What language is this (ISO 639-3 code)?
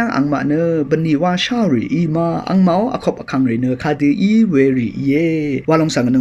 raw